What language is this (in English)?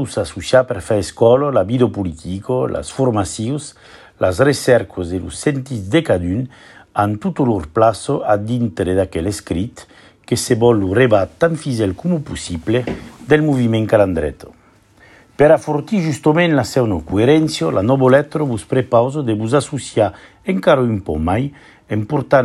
Occitan